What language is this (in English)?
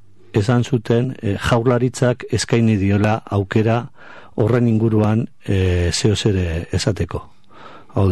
Basque